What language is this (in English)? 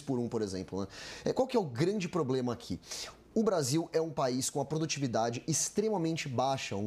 Portuguese